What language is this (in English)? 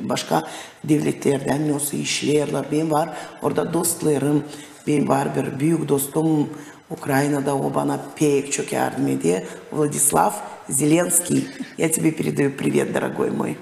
Gagauz